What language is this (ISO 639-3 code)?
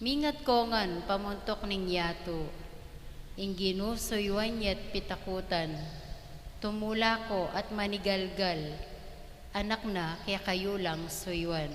pam